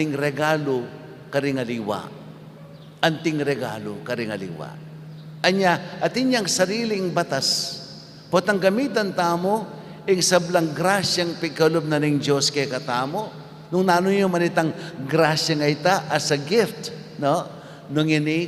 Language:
Pampanga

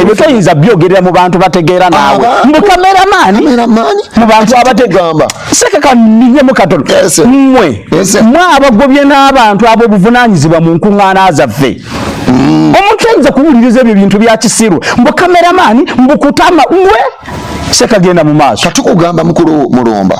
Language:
Ganda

